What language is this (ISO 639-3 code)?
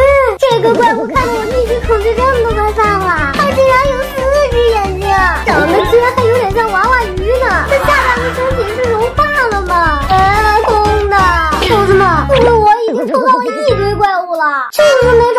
zho